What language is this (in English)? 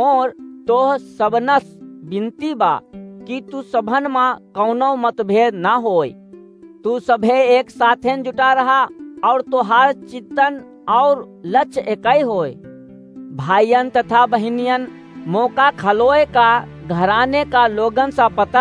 Awadhi